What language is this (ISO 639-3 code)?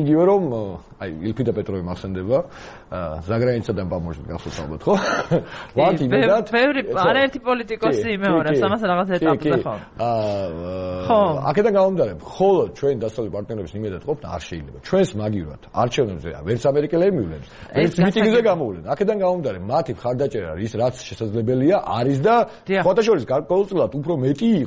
kat